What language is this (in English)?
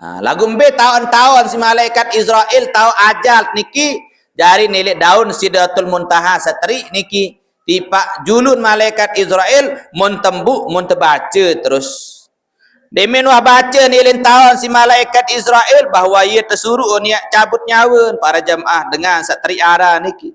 Sasak